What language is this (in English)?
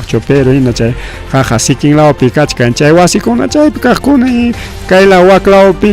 Ayacucho Quechua